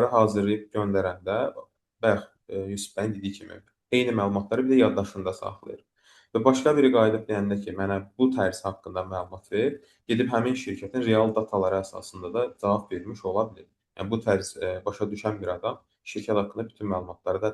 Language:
Azerbaijani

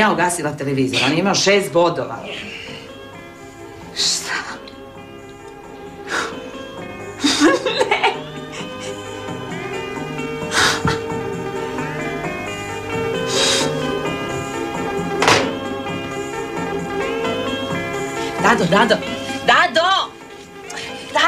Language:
Croatian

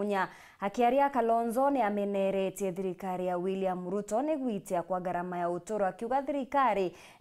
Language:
Meru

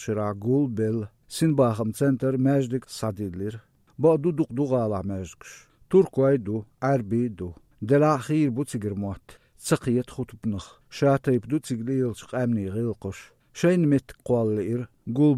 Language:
Chechen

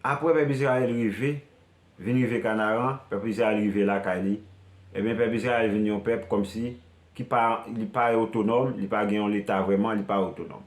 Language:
Haitian Creole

